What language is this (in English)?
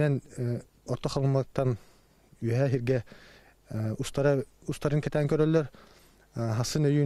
Yakut